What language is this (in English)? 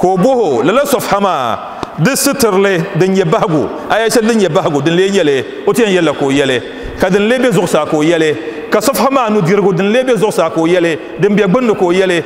Dagbani